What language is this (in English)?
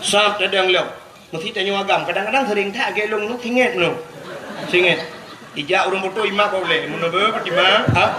Achinese